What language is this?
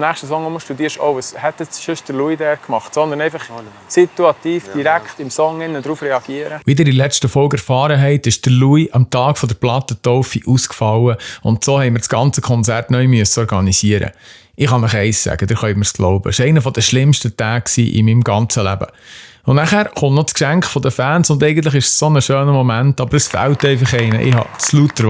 Swiss German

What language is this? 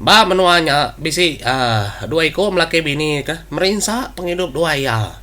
Iban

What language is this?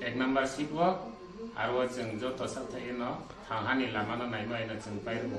Riang (India)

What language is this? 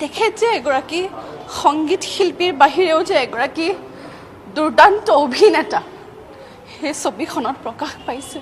Assamese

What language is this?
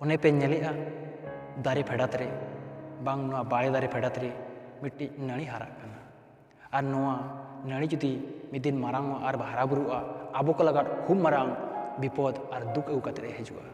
Santali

